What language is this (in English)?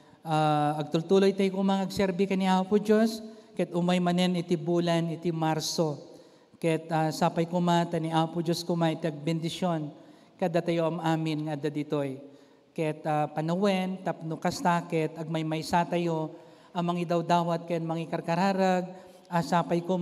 Iloko